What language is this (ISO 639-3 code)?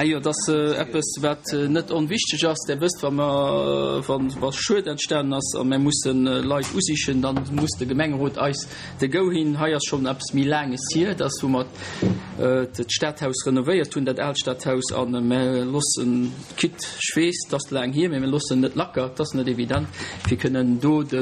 ltz